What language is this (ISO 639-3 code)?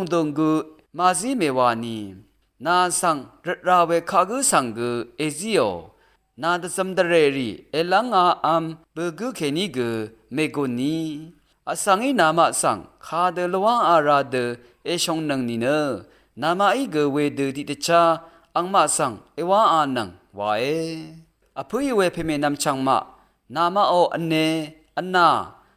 raw